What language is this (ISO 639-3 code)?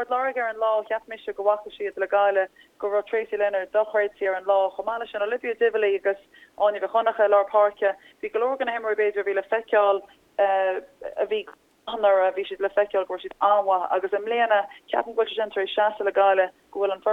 gle